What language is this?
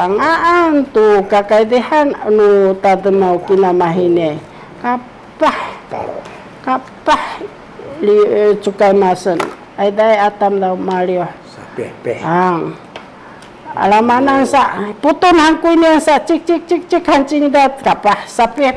Sakizaya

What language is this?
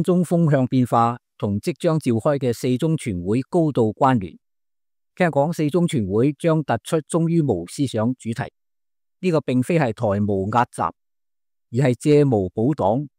Cantonese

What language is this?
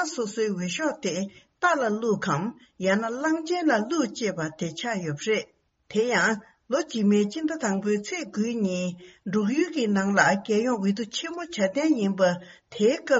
Tibetan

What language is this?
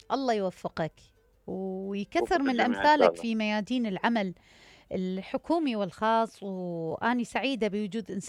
Mesopotamian Arabic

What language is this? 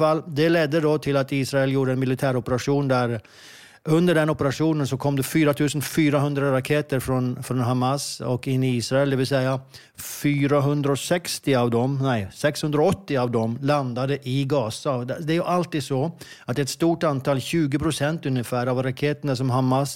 Swedish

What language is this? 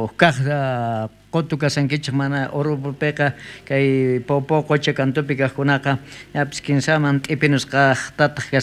South Bolivian Quechua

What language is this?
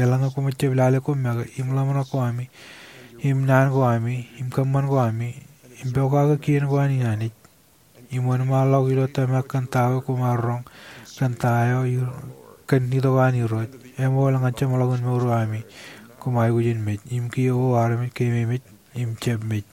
Marshallese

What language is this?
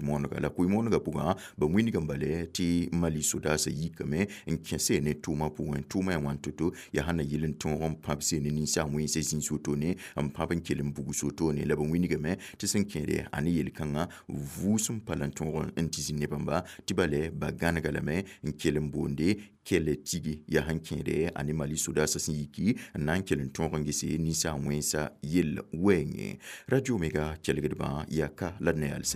Mossi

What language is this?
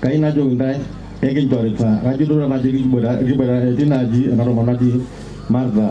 Masai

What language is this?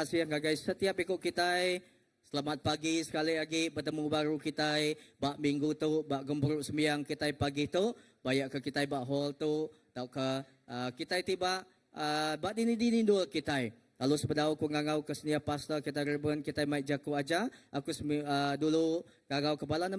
Iban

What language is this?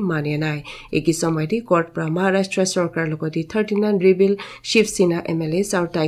Naga Pidgin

